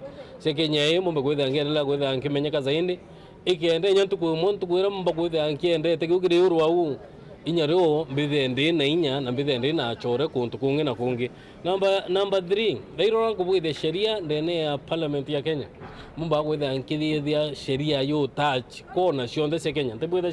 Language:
Meru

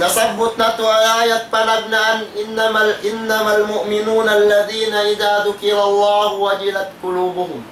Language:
Tausug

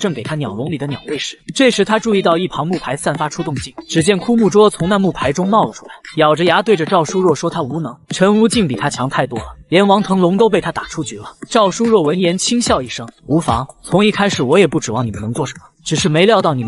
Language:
Chinese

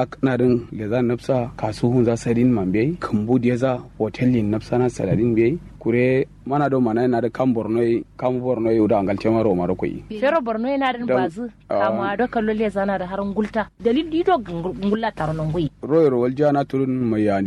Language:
Kanuri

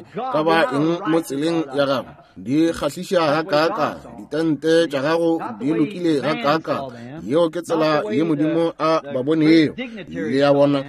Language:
Northern Sotho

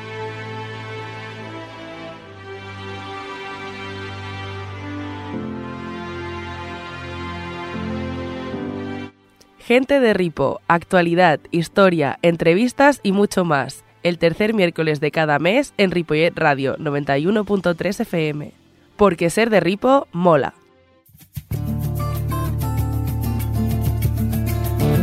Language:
Spanish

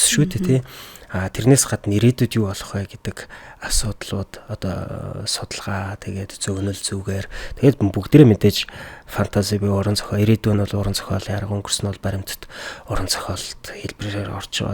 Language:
Mongolian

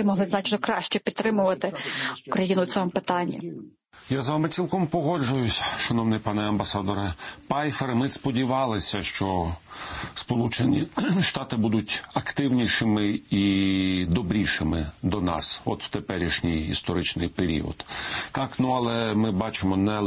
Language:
Ukrainian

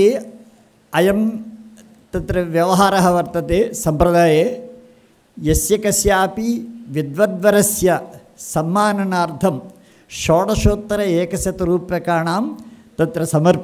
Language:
Sanskrit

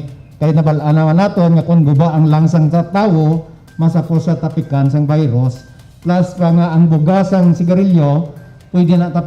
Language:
Hiligaynon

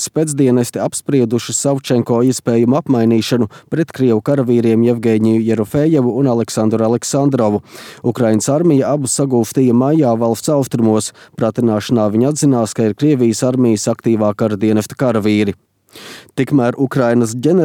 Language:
Latvian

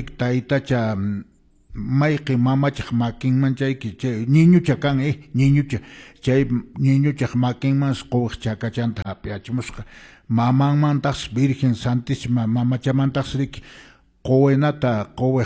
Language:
Quechua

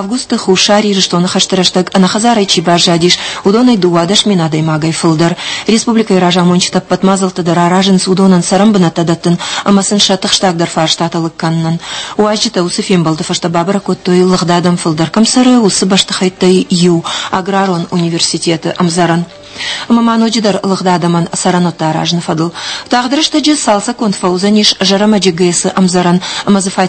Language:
Ossetic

